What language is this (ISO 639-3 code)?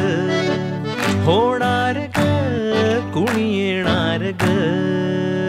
mar